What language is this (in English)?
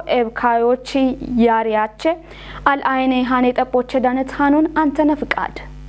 Kafa